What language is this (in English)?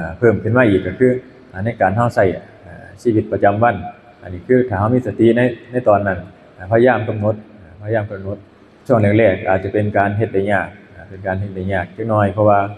Northeastern Thai